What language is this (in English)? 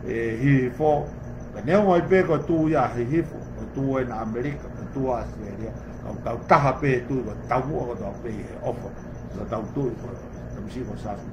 Tongan